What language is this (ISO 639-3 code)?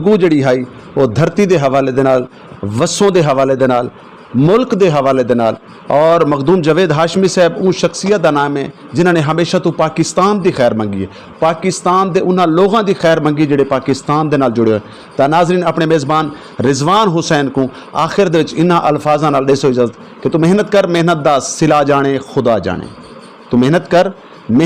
skr